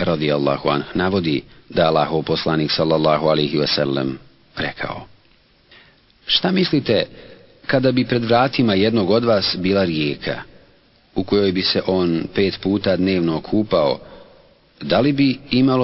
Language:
Bosnian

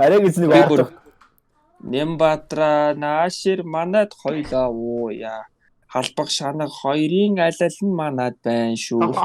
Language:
Mongolian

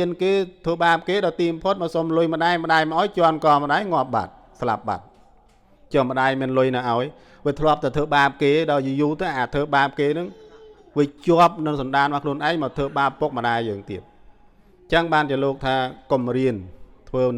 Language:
Khmer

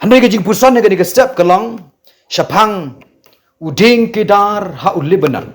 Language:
Khasi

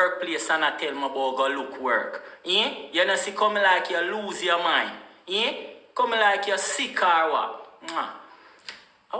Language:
Jamaican Creole English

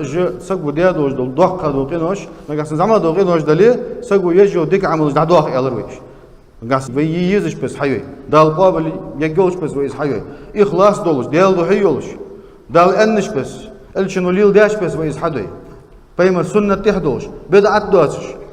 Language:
Ingush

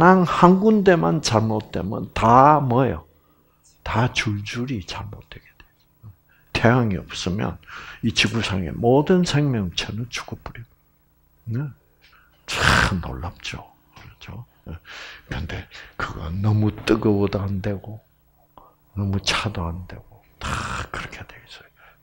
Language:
Korean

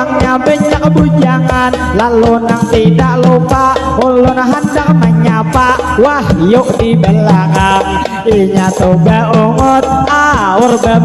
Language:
Banjar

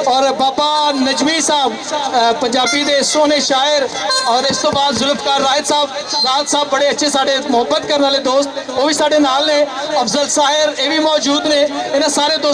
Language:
Western Panjabi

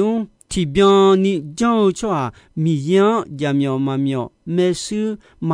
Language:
Akha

